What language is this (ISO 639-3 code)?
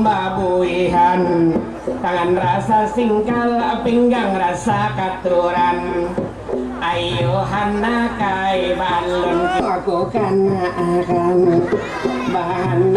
bjn